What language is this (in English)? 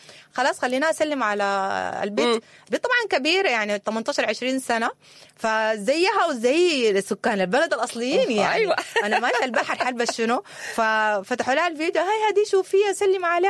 Sudanese Arabic